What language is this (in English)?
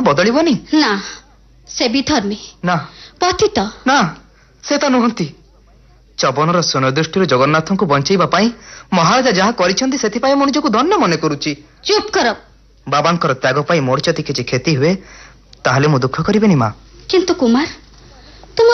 Odia